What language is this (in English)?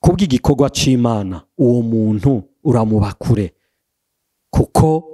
Rundi